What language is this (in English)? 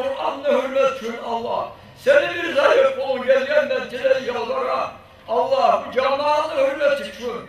Kumyk